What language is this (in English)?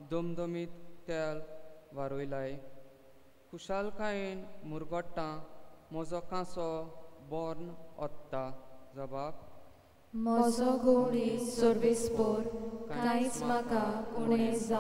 Konkani